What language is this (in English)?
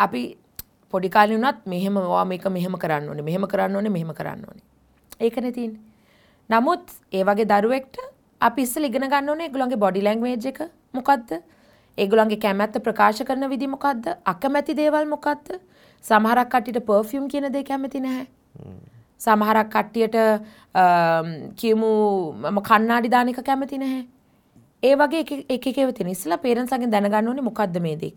Sinhala